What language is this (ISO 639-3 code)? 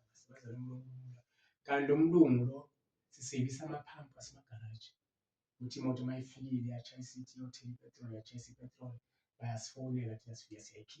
zul